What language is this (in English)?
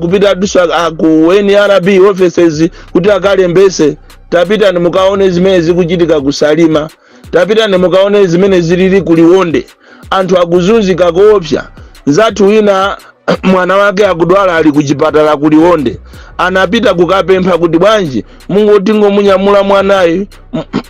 Nyanja